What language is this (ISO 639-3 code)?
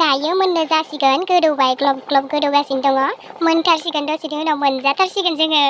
brx